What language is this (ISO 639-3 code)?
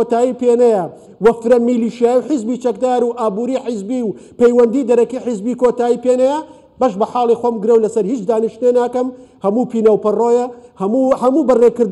ckb